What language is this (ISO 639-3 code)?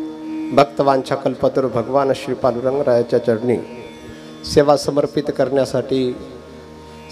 mar